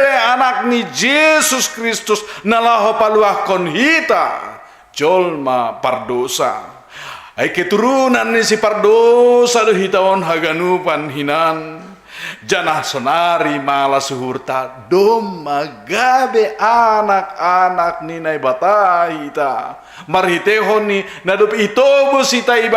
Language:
Batak Simalungun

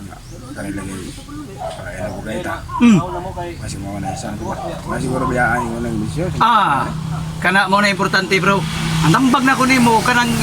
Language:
Cebuano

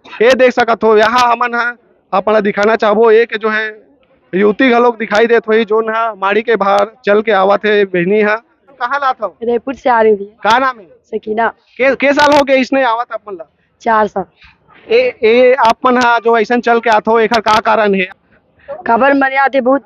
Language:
Chhattisgarhi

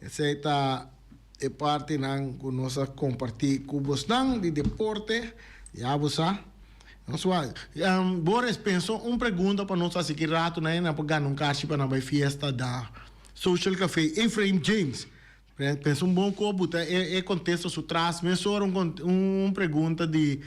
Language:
Papiamento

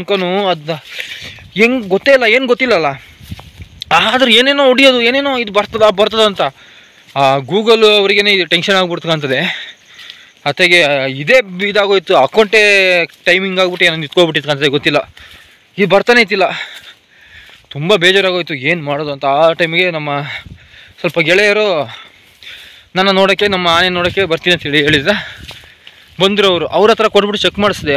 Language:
Kannada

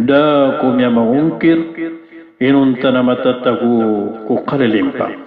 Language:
Maranao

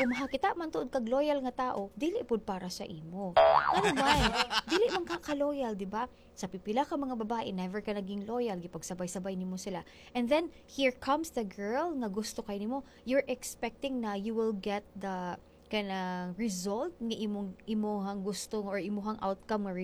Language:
Cebuano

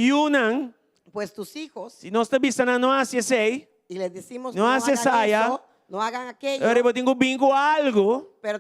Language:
Papiamento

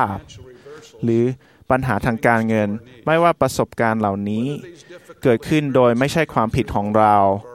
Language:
Thai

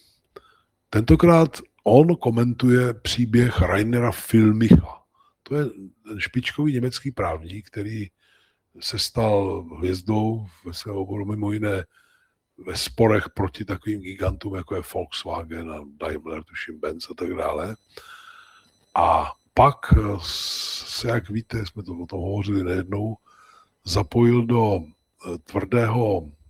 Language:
Czech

